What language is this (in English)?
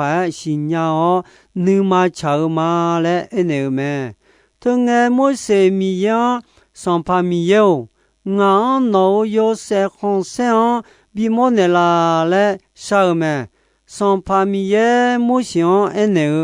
Akha